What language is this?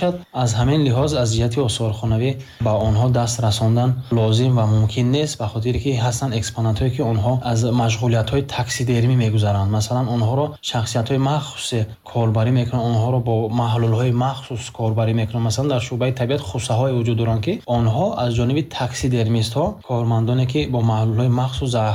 Tajik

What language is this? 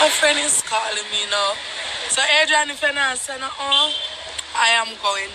Jamaican Creole English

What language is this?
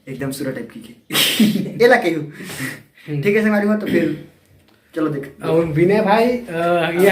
Chhattisgarhi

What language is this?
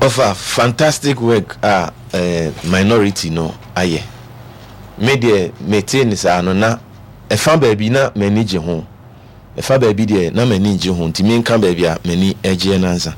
Akan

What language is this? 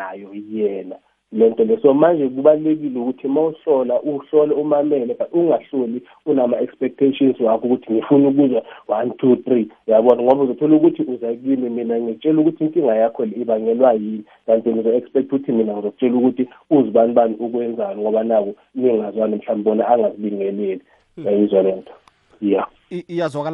South Ndebele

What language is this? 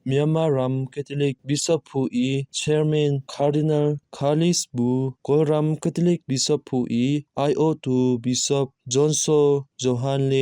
Hakha Chin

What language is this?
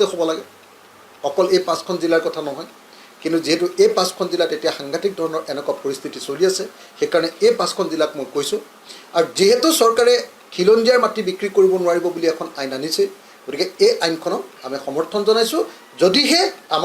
Assamese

